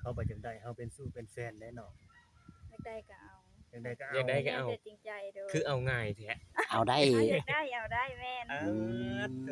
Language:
Northeastern Thai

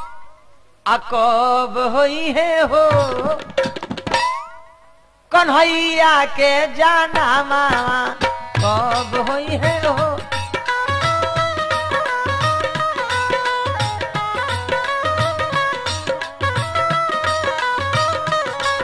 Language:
Bhojpuri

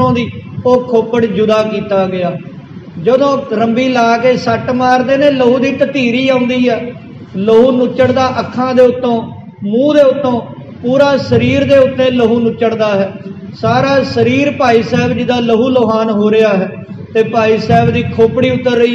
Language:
Punjabi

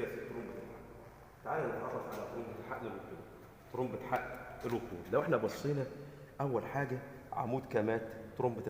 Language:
Egyptian Arabic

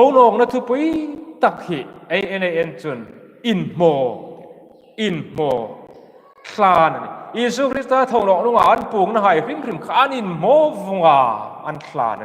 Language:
Hmar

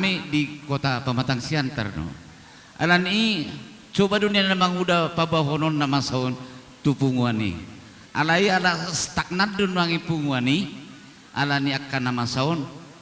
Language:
Batak Toba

